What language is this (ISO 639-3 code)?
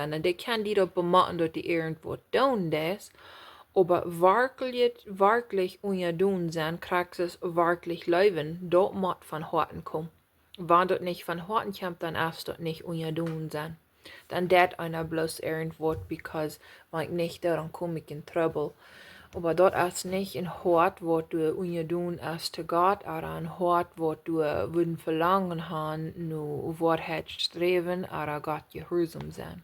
pdt